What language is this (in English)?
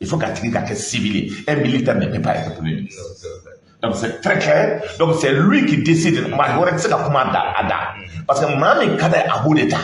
Bambara